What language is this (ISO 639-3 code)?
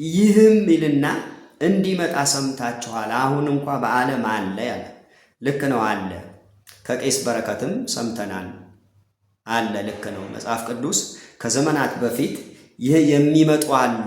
amh